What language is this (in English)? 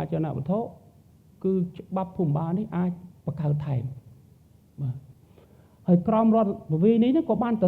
Khmer